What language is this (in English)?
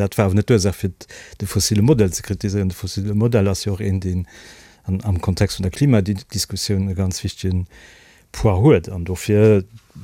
Luxembourgish